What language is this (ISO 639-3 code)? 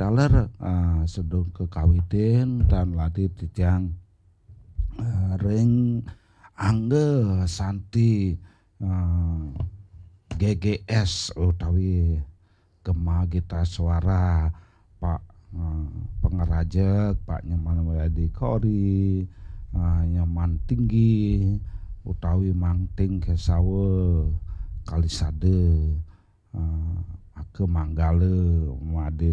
ban